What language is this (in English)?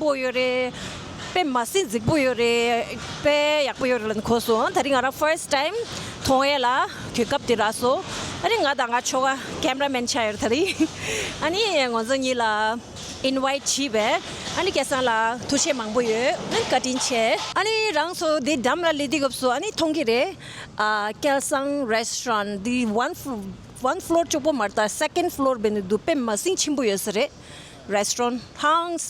Tibetan